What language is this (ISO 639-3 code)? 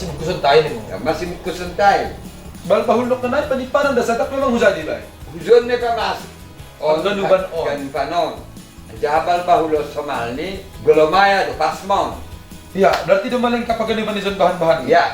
bts